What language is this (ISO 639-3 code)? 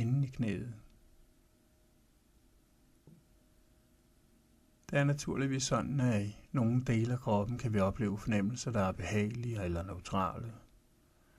dan